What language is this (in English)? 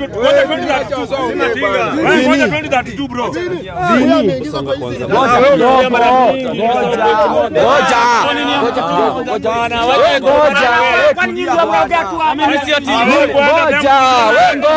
Swahili